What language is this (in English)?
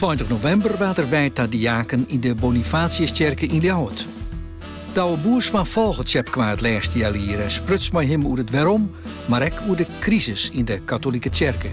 Western Frisian